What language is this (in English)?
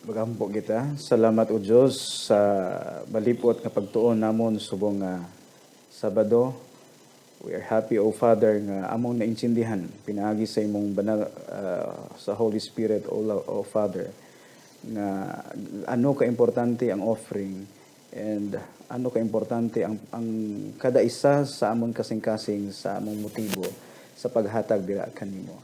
Hiligaynon